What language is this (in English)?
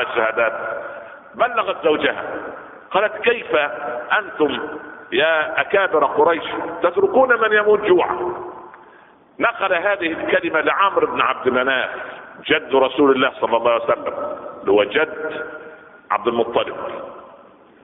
Arabic